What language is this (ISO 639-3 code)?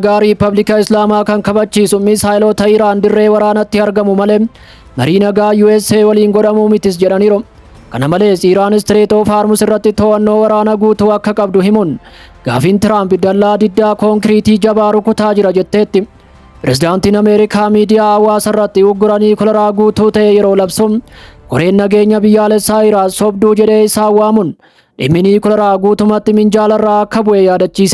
orm